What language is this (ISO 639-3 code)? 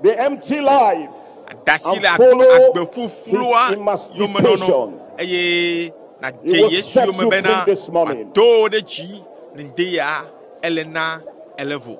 ewe